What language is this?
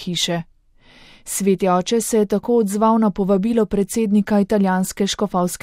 Slovenian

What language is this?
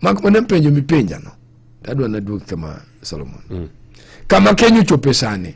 Luo (Kenya and Tanzania)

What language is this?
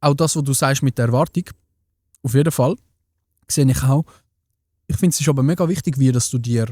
Swiss German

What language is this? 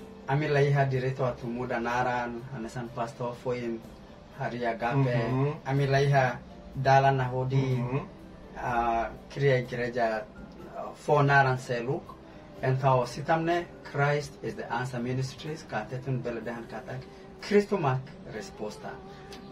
Tetum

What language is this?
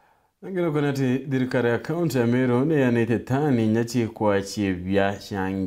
Meru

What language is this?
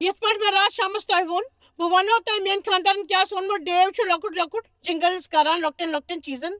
Kashmiri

